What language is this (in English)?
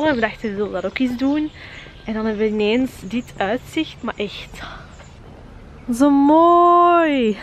Dutch